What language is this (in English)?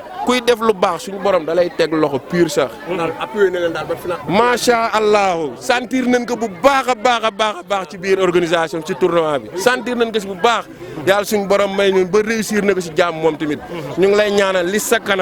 Wolof